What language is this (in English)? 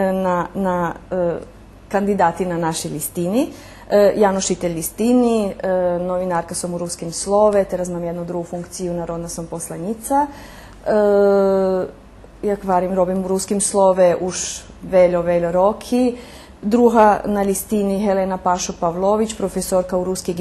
Rusyn